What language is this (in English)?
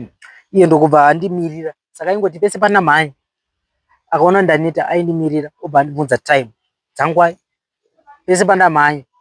Shona